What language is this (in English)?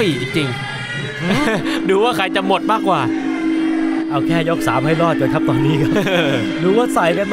Thai